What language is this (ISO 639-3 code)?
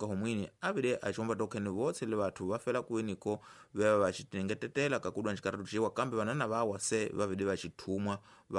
tso